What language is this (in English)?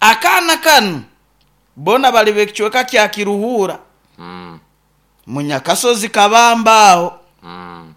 Nyoro